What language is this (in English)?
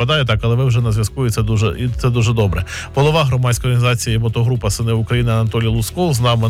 Ukrainian